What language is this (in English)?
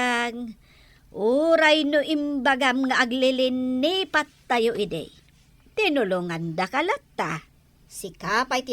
Iloko